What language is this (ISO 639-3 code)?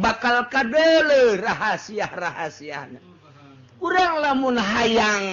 sun